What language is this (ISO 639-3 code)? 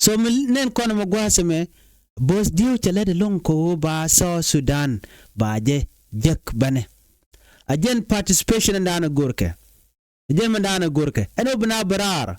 nus